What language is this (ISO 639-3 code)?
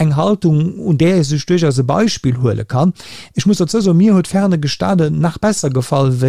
ltz